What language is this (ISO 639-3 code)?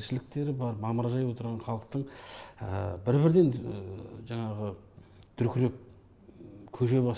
kaz